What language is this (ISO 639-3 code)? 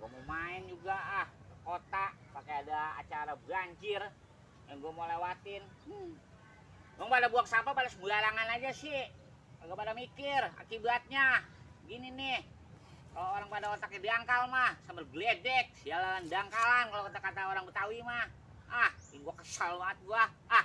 bew